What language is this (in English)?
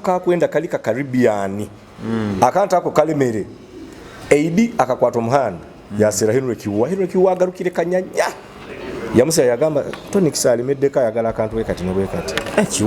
Nyoro